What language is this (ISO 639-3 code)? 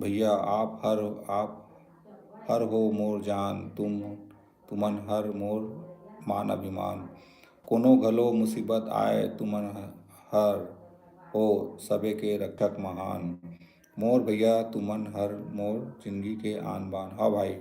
hne